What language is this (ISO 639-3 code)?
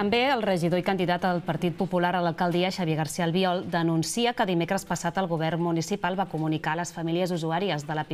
cat